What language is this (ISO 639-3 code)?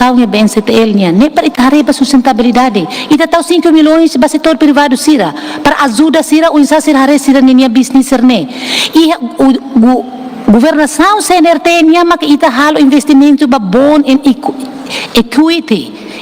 tet